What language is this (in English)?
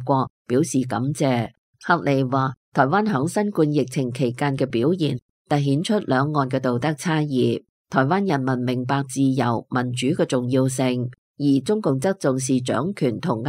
Cantonese